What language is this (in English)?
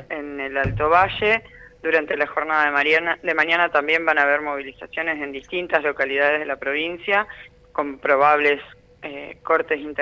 Spanish